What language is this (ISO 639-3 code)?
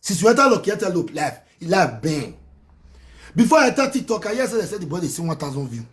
pcm